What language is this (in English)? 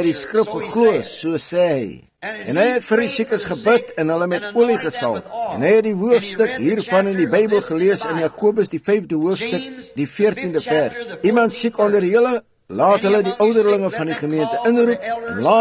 Afrikaans